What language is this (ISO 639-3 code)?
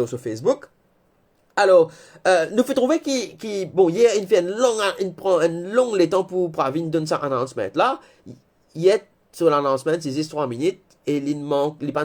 mfe